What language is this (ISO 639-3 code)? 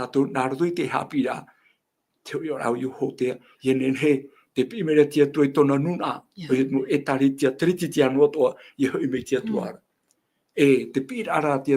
tah